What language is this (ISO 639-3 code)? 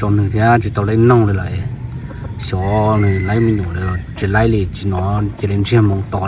hmn